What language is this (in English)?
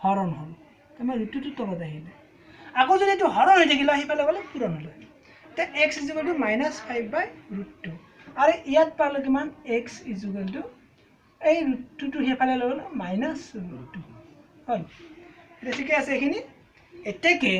Assamese